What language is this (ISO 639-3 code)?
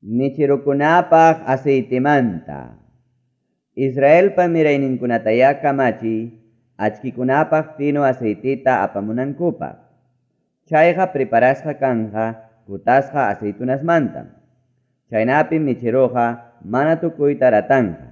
quy